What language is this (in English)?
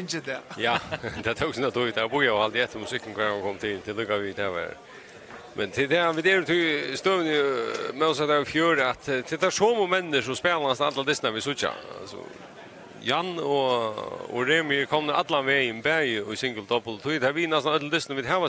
Faroese